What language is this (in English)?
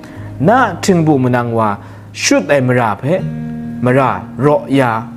Kachin